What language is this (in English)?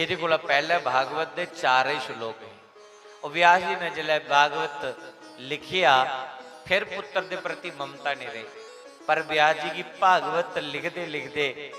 Dogri